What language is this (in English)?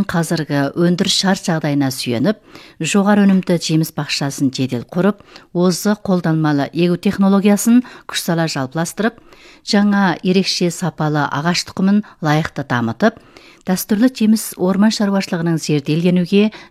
Kazakh